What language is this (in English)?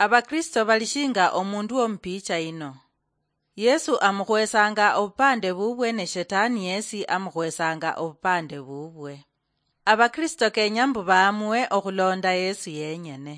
Luyia